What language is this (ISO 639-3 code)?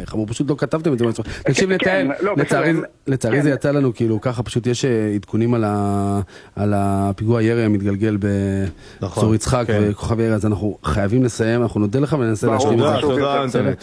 heb